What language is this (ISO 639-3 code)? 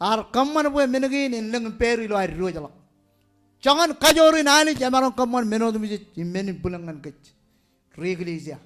mah